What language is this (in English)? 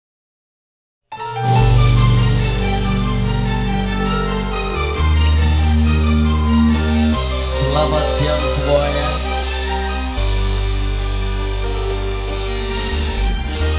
Indonesian